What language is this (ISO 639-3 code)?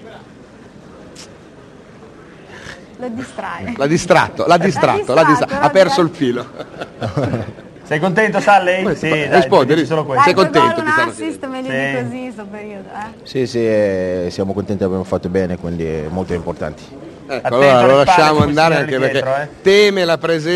ita